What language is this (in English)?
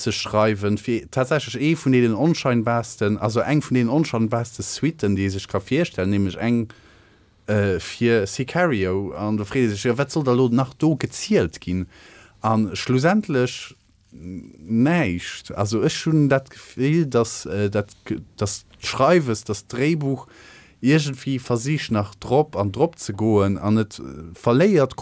Luxembourgish